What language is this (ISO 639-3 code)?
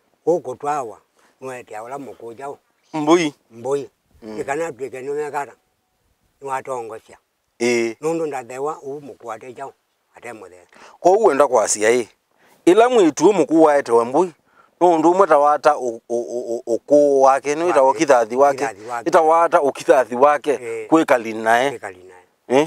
kam